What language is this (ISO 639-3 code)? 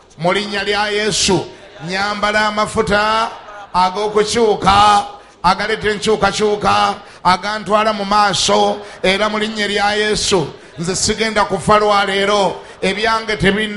lug